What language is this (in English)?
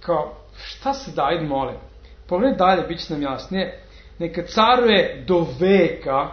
Serbian